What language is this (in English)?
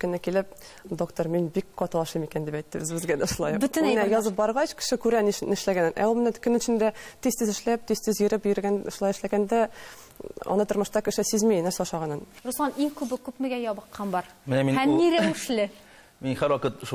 Tatar